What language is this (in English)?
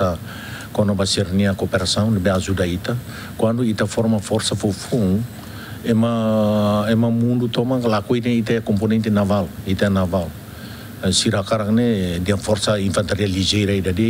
Tetum